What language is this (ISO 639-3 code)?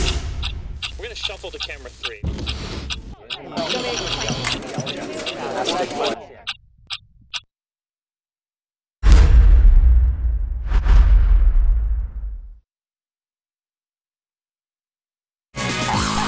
zho